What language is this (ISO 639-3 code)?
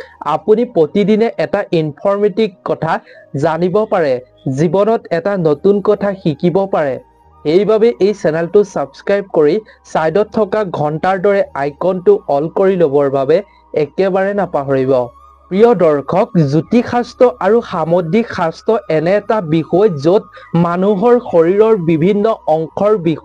asm